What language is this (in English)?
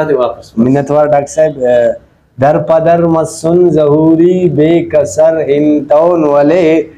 Brahui